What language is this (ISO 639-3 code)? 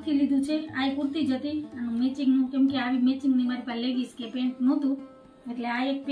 guj